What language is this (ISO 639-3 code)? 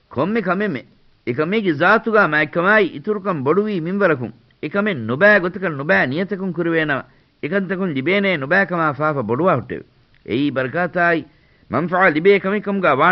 div